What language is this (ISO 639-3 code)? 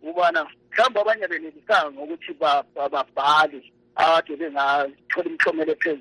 nde